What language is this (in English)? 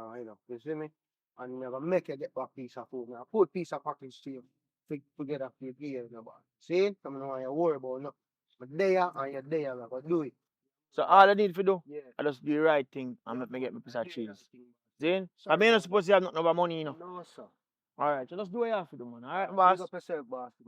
Jamaican Creole English